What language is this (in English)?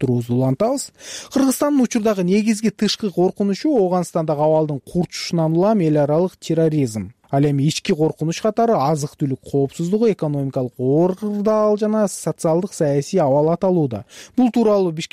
Kyrgyz